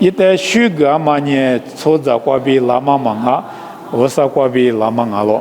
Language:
Lisu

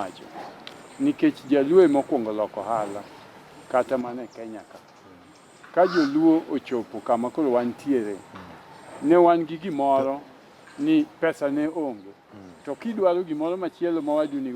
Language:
Luo (Kenya and Tanzania)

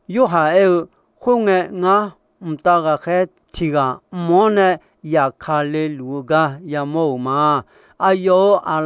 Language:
Akha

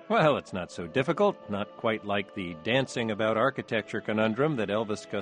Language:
English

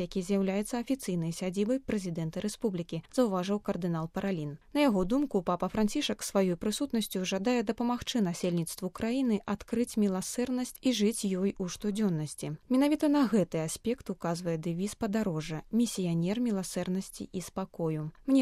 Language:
Belarusian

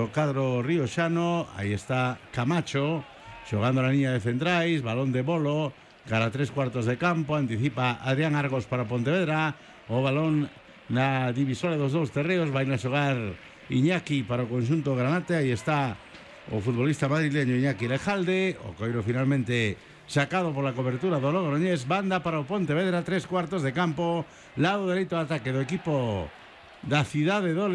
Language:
Galician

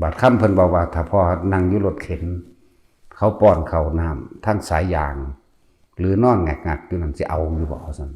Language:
Northeastern Thai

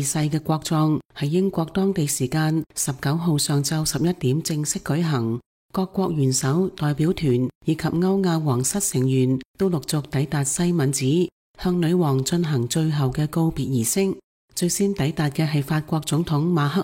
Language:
Cantonese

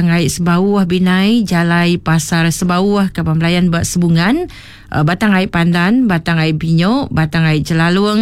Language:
Iban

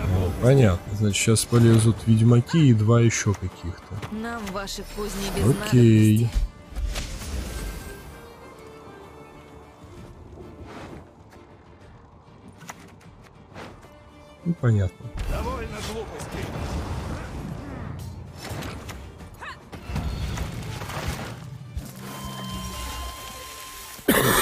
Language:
Russian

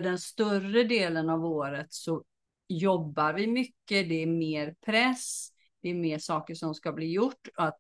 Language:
Swedish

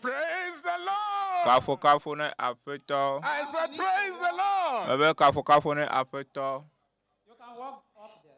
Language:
Ewe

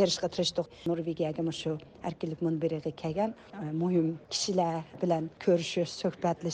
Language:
Uyghur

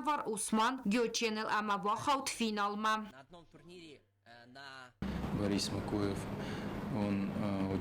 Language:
Ossetic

